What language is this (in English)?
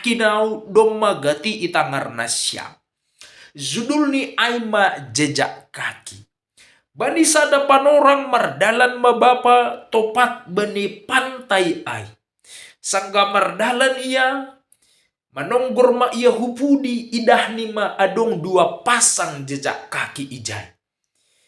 Batak Simalungun